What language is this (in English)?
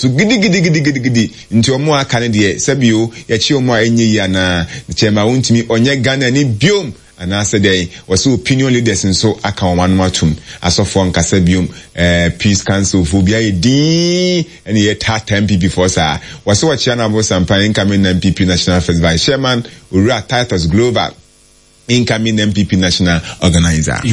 Akan